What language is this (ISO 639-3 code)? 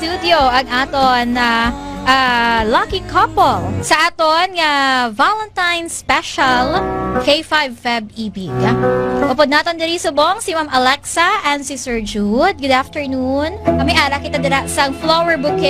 hil